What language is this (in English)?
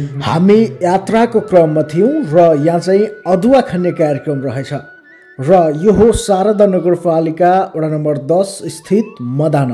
Nepali